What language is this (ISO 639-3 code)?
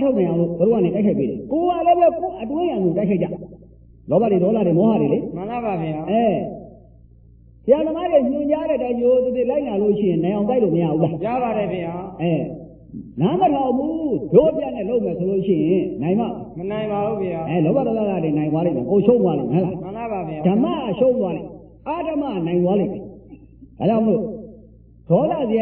mya